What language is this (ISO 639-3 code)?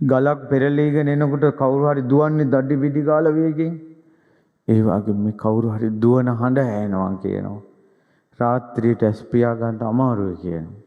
sin